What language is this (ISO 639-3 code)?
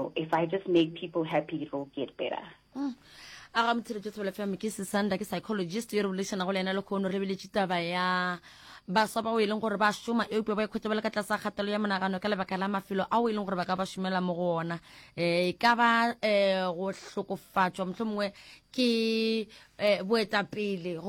nso